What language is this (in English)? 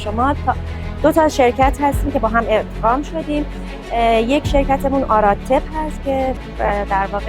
Tajik